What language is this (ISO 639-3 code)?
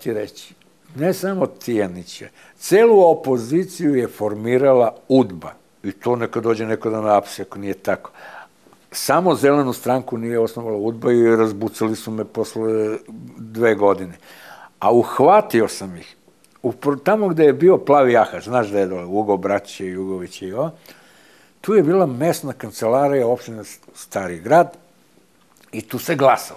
srp